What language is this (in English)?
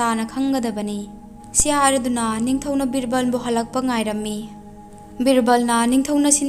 Manipuri